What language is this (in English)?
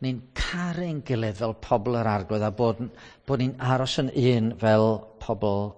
Welsh